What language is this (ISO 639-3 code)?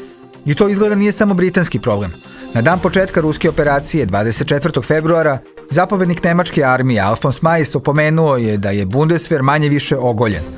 srp